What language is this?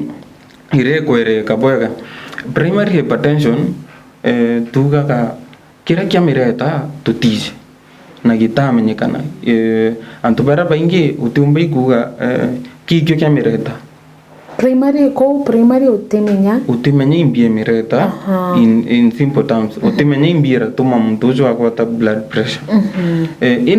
Meru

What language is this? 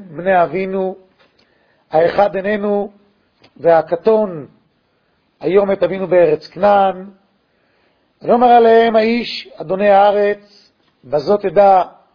Hebrew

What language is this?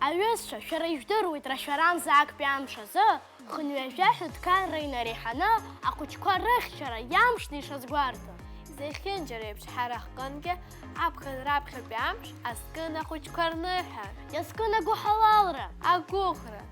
Abkhazian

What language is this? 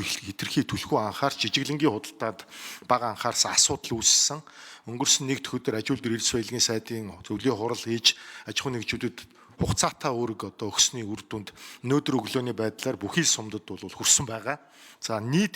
Mongolian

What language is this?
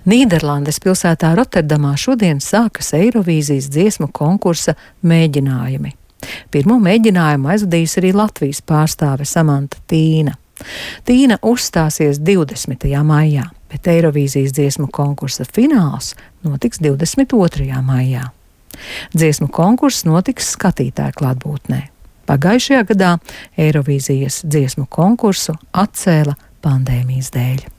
Latvian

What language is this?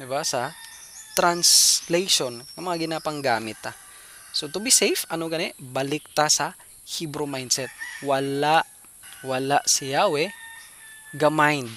Hiligaynon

